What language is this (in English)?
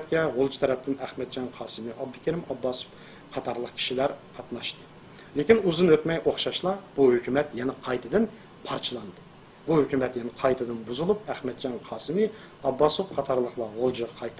Uyghur